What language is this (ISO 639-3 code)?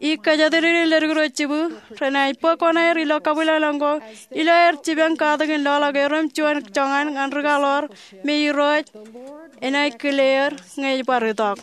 mah